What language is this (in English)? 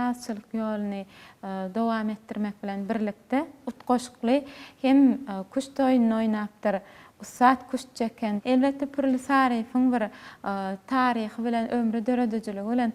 Turkmen